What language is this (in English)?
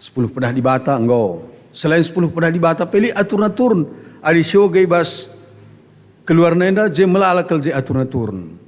Batak Karo